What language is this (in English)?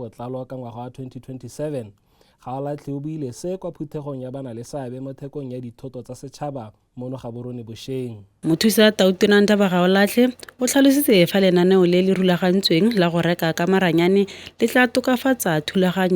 Tswana